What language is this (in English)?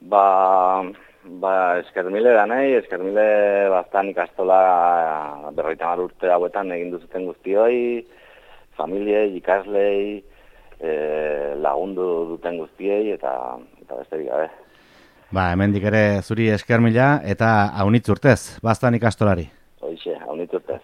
Basque